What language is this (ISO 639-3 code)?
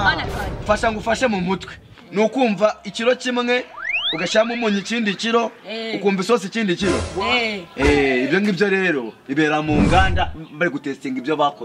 kin